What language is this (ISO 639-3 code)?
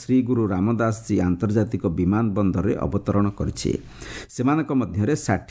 ori